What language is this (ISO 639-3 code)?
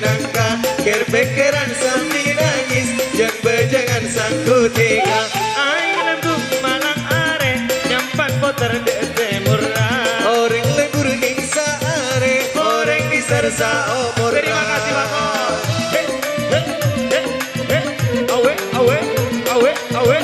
mad